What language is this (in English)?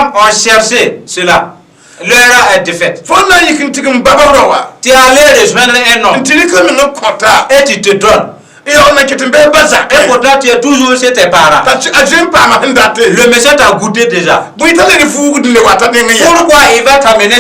Mossi